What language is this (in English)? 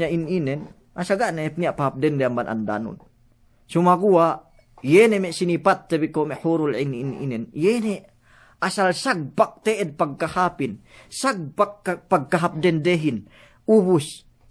Yakan